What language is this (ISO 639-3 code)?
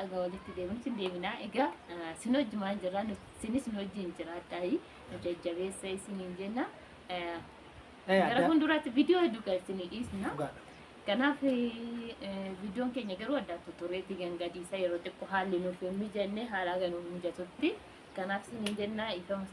orm